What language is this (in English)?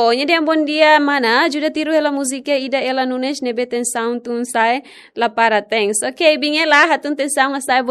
Tetum